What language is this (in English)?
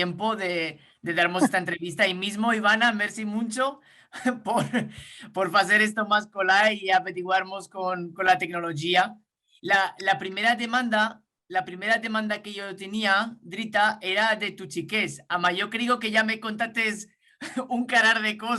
Ladino